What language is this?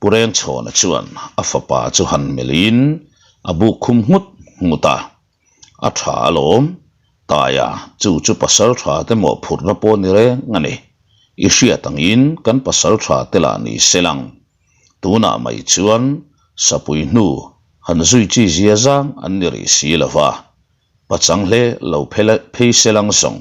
Mizo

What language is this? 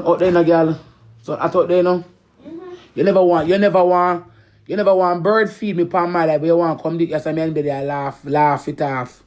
Jamaican Creole English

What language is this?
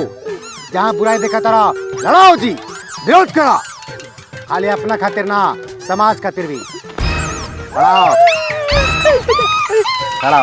Bhojpuri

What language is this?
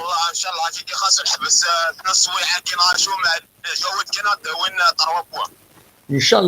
Kabyle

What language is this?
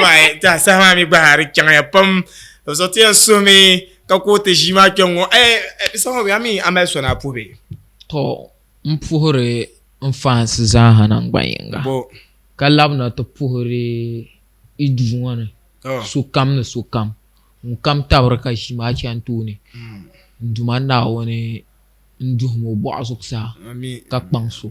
Dagbani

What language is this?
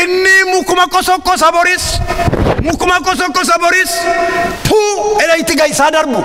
Oromo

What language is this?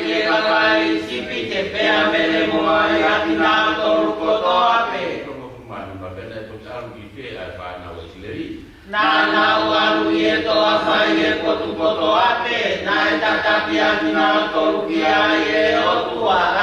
Tongan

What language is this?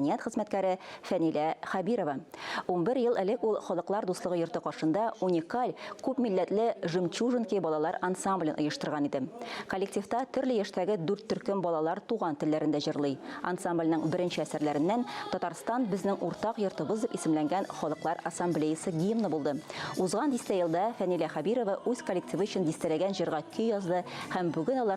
Tatar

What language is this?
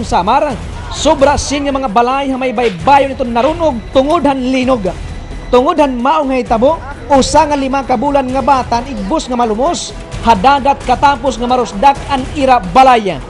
Waray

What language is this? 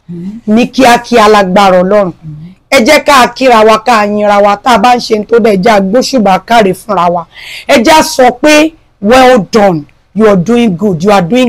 Yoruba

